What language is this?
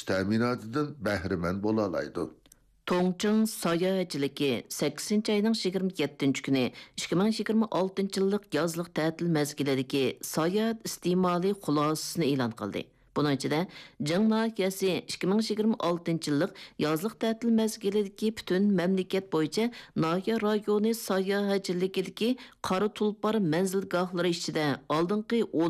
Uyghur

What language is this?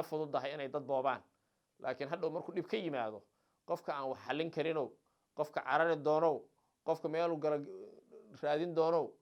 Somali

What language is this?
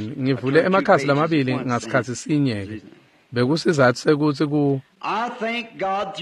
Swati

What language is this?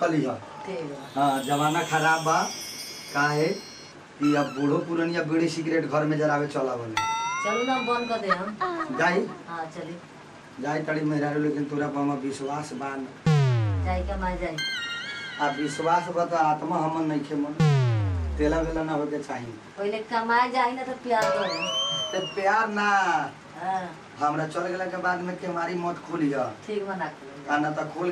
Bhojpuri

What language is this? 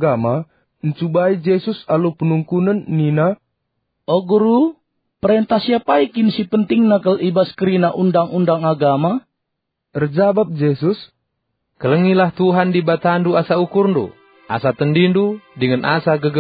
Batak Karo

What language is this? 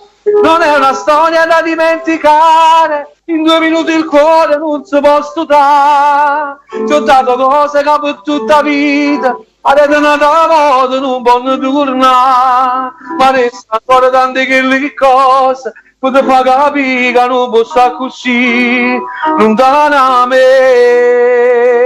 Neapolitan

